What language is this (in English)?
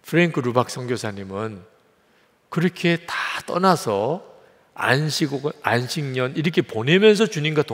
Korean